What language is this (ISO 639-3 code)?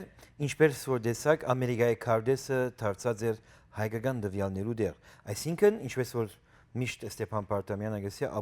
hyw